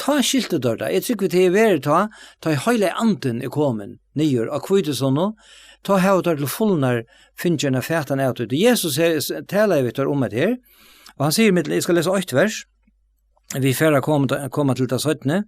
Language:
Faroese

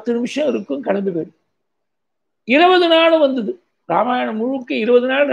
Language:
Tamil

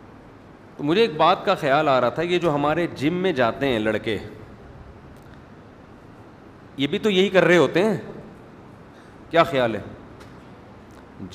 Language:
Urdu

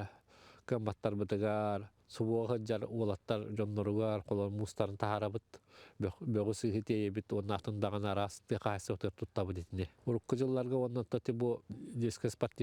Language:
Yakut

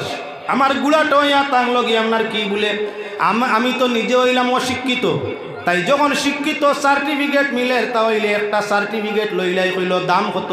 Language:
Sylheti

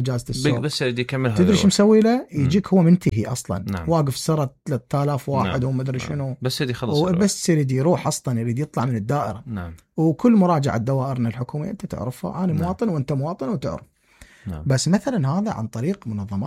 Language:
Mesopotamian Arabic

